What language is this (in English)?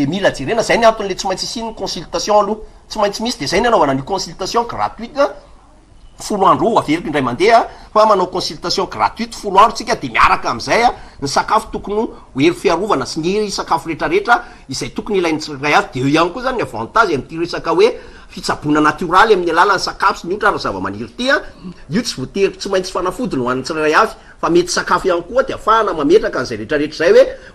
Malagasy